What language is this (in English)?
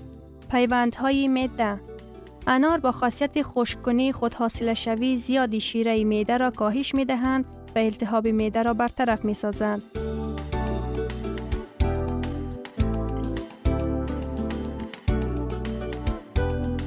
Persian